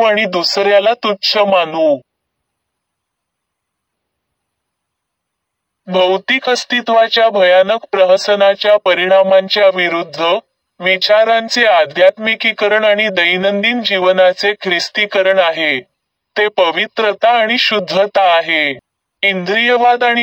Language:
Marathi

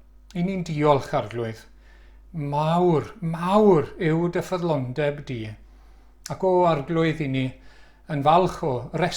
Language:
Welsh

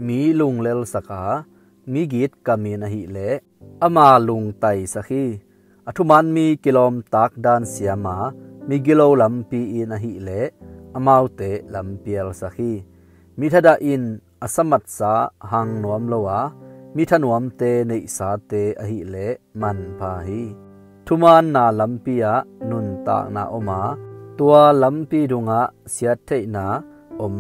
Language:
Tedim Chin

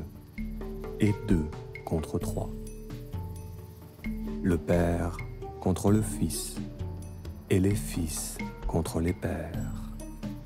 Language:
French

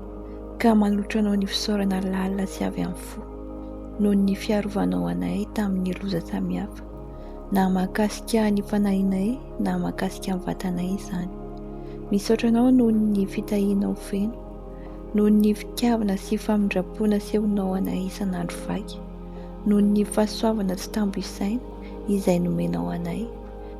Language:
Malagasy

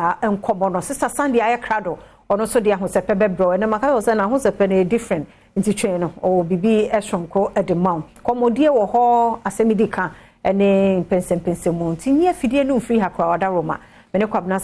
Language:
Akan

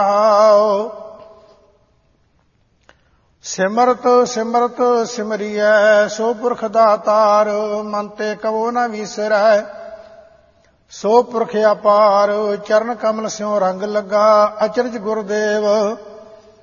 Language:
Punjabi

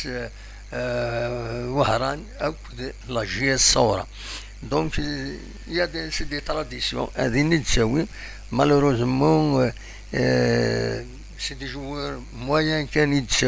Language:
Kabyle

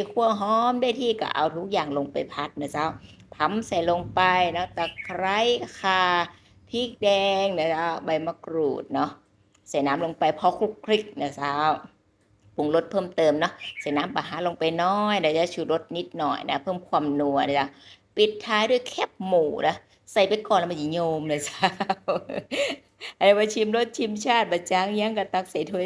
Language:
Lao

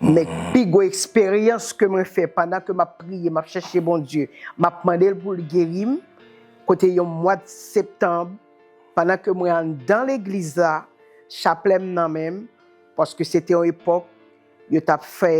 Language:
Haitian Creole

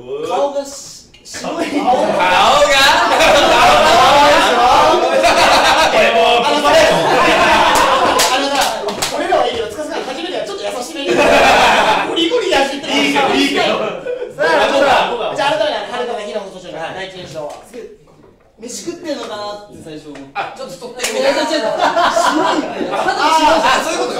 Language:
Japanese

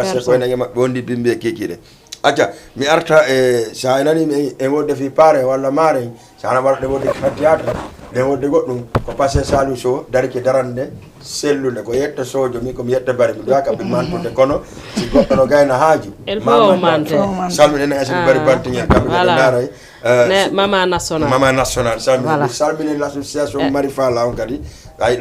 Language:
Fula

